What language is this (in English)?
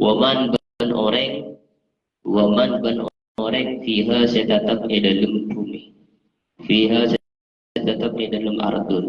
Madurese